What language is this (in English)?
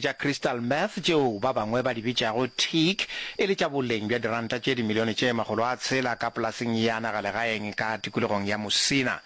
Northern Sotho